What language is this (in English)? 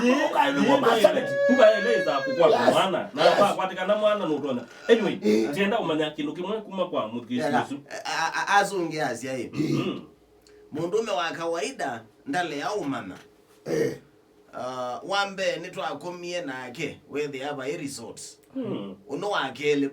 Kamba